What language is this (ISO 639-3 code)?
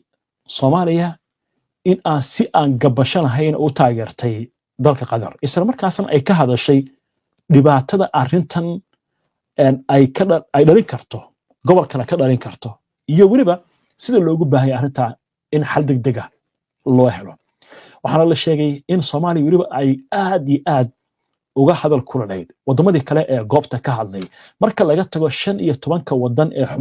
som